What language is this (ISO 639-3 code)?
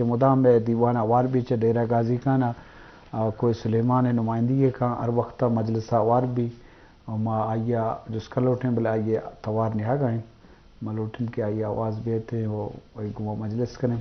bgp